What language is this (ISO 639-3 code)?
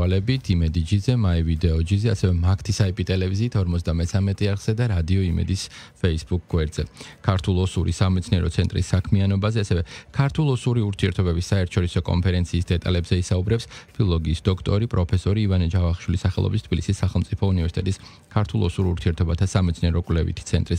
kat